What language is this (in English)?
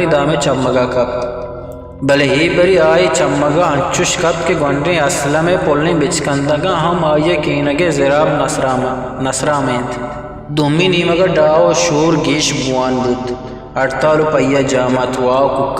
Eastern Balochi